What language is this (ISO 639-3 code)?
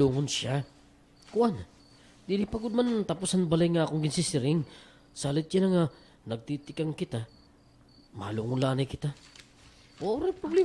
war